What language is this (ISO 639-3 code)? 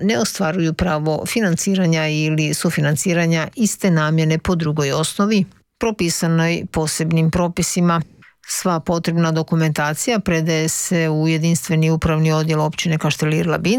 hrv